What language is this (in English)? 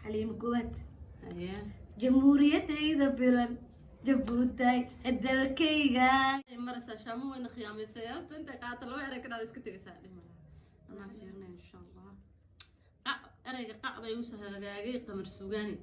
Somali